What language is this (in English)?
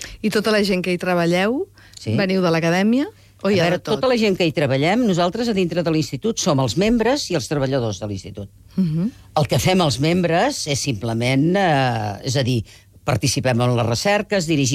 Catalan